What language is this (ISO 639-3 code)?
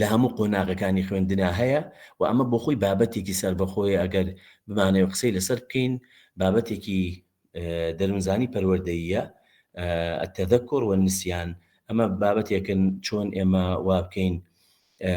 ckb